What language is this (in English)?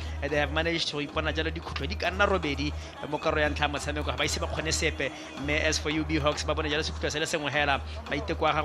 Tswana